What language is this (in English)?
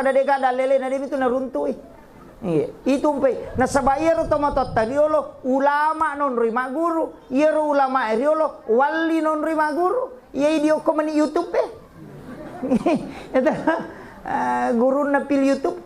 Buginese